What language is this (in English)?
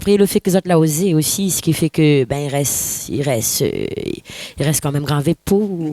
Réunion Creole French